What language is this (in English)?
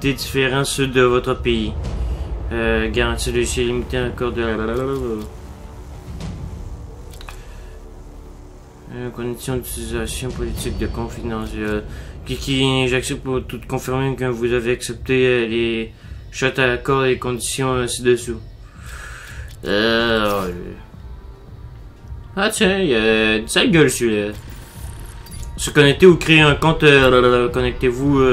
French